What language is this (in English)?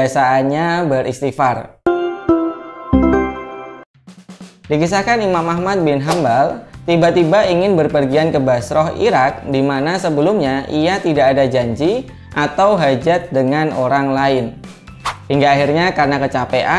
Indonesian